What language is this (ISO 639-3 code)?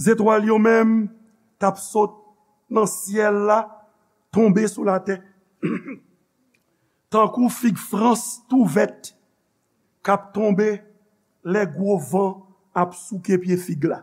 hat